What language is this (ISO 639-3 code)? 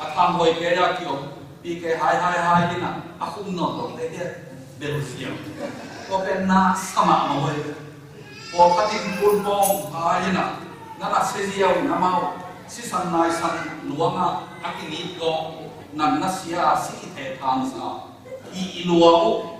ctd